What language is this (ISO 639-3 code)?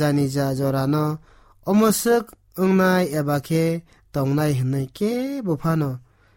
trp